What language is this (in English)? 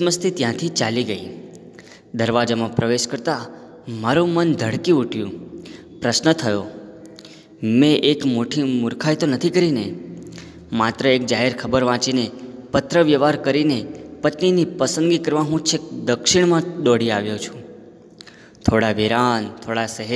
Gujarati